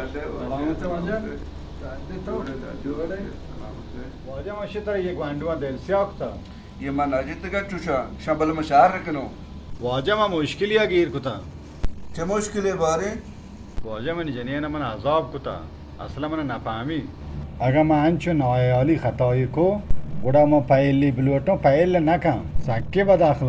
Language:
Baluchi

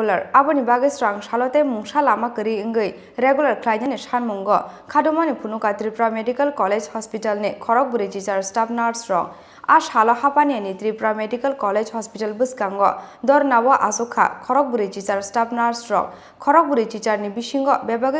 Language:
Kok Borok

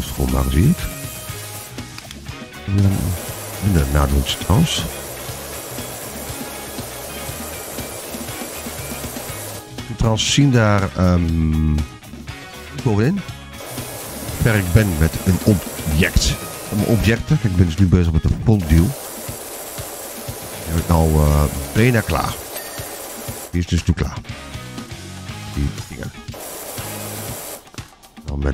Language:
Dutch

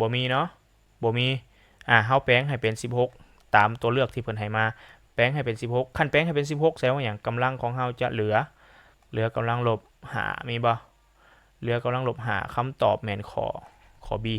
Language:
Lao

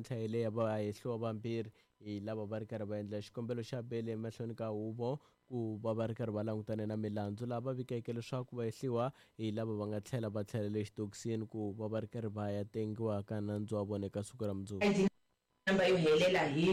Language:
Tsonga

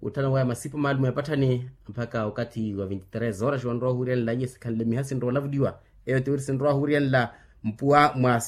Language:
Makhuwa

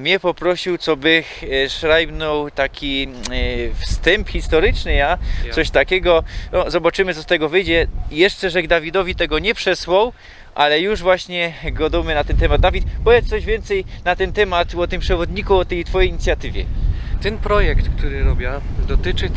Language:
Silesian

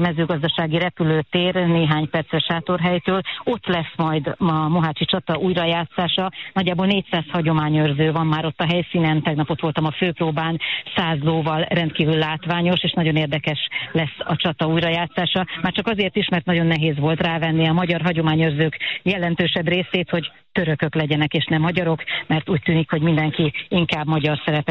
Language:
Hungarian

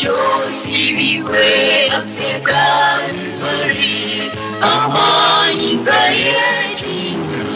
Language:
Gusii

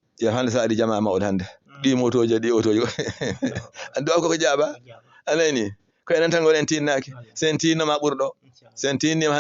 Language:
Fula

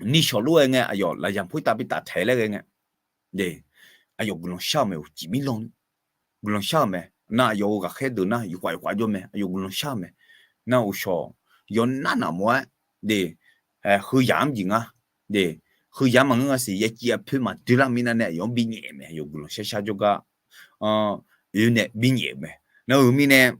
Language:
Akha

